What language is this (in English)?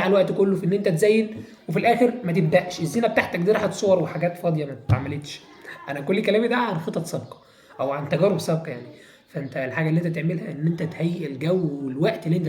Egyptian Arabic